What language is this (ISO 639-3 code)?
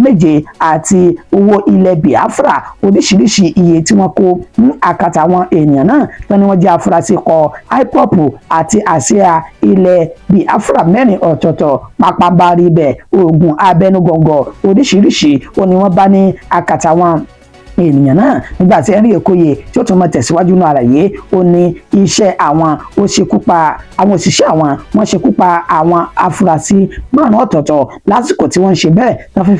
yor